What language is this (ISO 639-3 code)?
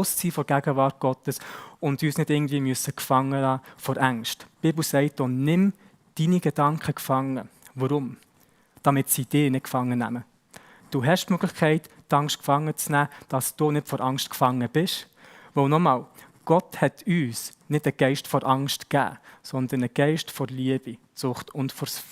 gsw